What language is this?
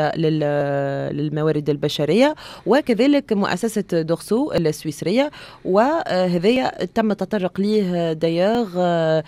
Tunisian Arabic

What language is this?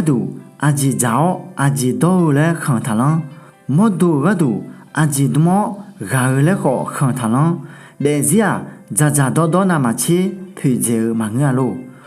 Akha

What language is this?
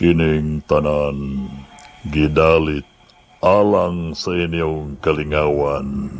Cebuano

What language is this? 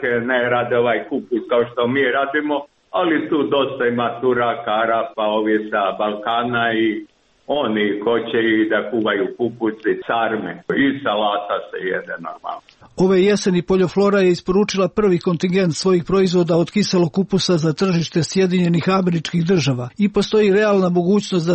Serbian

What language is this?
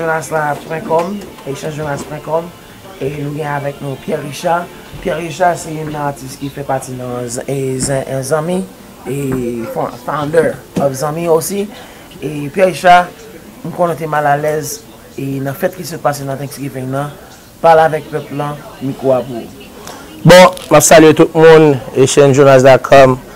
Haitian Creole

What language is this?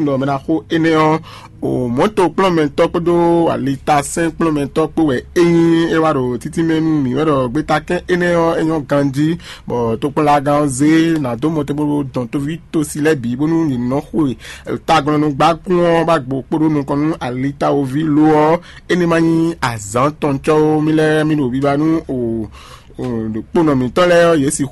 Fon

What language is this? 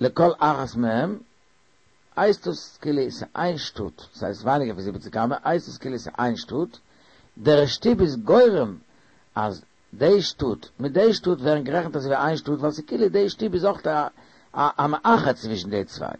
Yiddish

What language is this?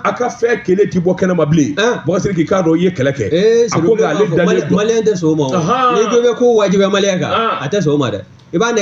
Bambara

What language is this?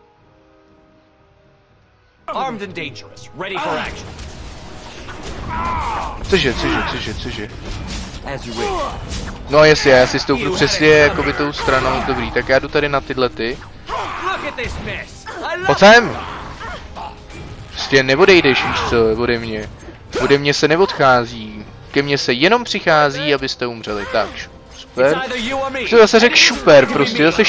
Czech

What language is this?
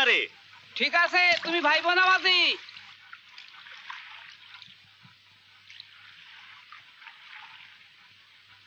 Bangla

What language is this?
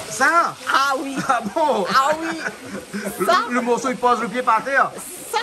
Réunion Creole French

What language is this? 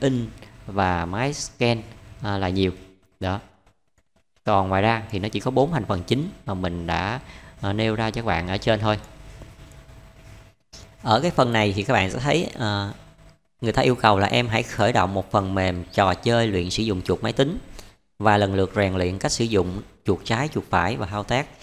Vietnamese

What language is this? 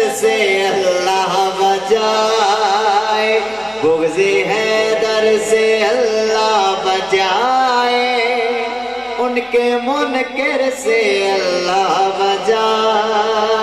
Urdu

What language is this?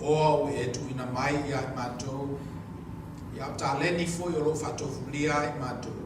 Samoan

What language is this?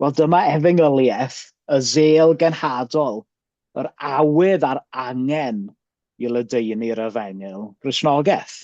Welsh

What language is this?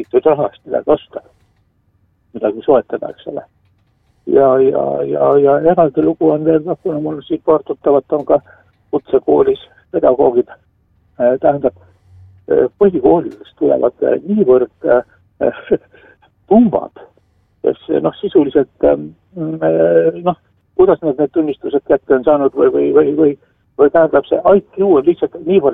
Estonian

